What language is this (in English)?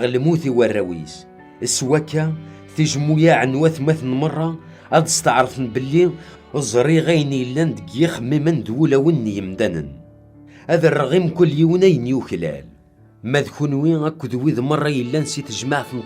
Kabyle